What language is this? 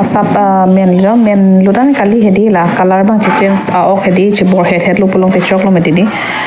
Karbi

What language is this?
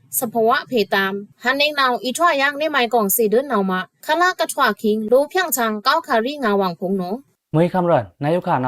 Pa'o Karen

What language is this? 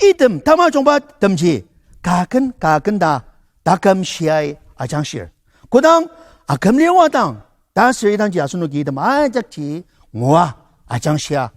Ao Naga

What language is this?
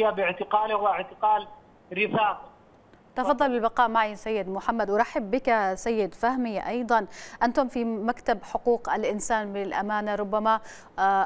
Arabic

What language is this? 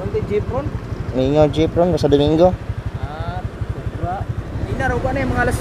Cebuano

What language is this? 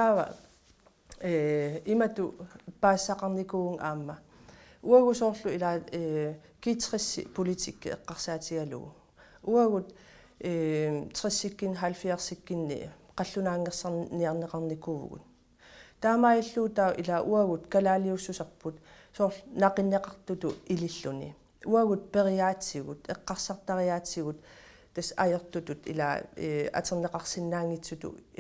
Kalaallisut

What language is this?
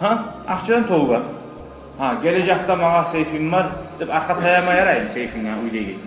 Kumyk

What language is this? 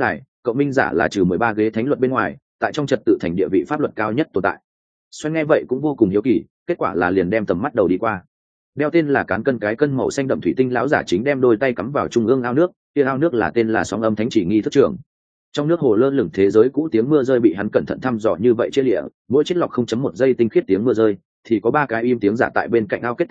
Vietnamese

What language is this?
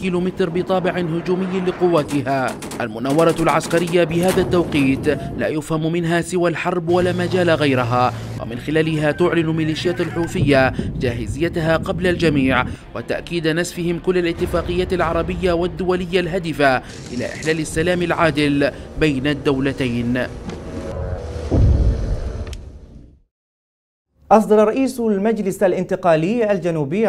Arabic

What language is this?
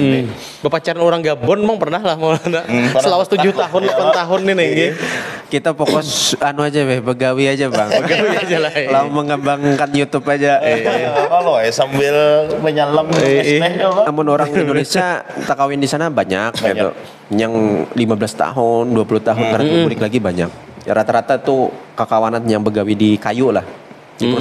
Banjar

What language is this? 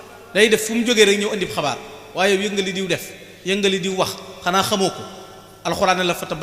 Wolof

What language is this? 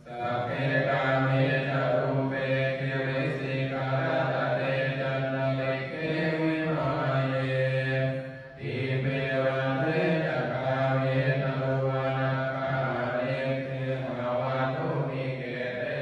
Pali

